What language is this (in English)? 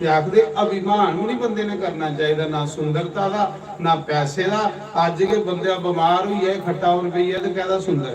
Dogri